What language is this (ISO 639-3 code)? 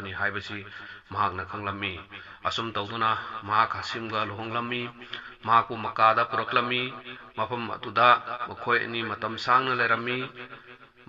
mni